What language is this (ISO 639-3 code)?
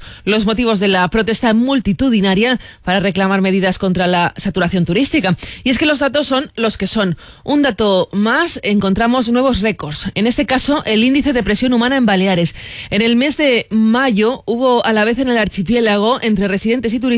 spa